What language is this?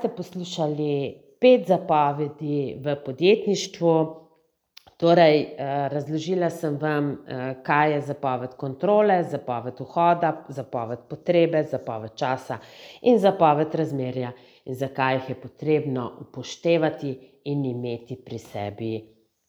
Slovenian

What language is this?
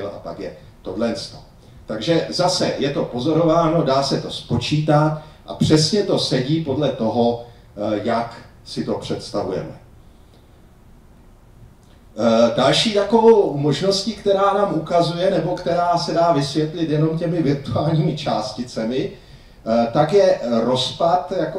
Czech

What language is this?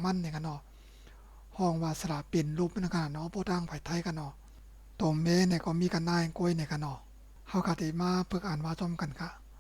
Shan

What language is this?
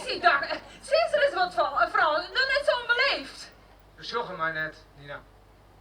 Western Frisian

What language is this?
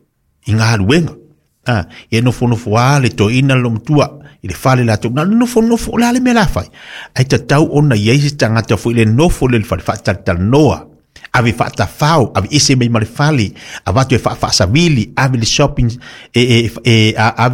Samoan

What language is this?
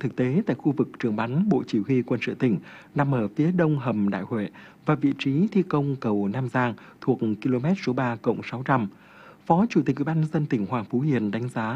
Vietnamese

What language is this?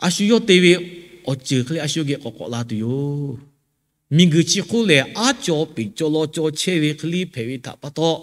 Lahu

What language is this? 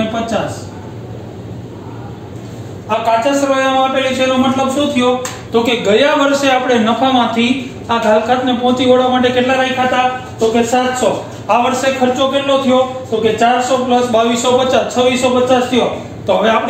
Gujarati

